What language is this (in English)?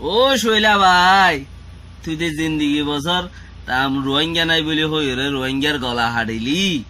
Rohingya